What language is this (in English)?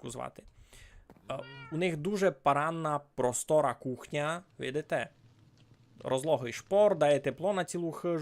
Rusyn